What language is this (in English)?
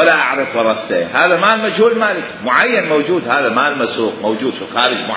Mesopotamian Arabic